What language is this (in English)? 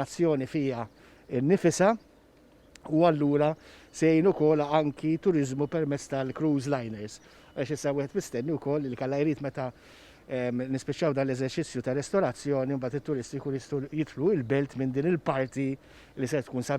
Maltese